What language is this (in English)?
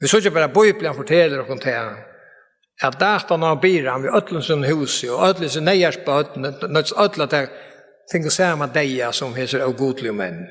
Faroese